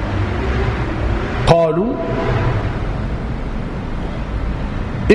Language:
Arabic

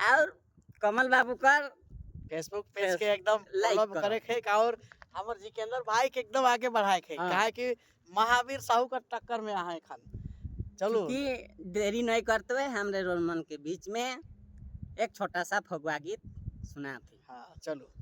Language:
Sadri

